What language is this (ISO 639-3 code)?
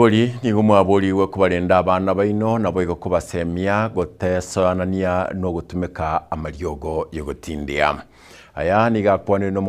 guz